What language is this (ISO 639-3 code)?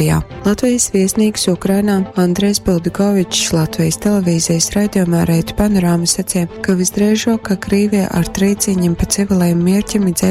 ltg